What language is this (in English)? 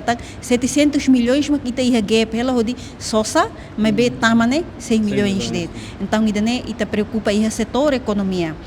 Tetum